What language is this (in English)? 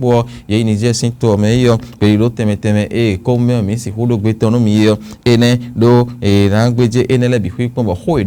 Fon